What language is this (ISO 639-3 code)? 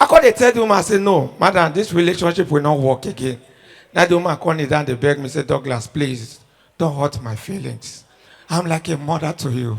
pcm